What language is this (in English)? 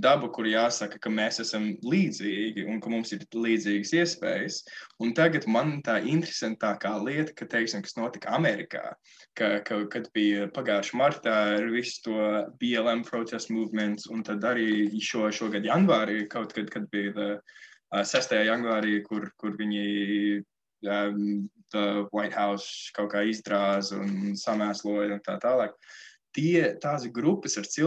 Latvian